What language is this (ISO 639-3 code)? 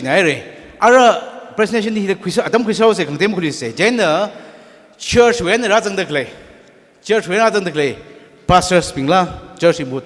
nmf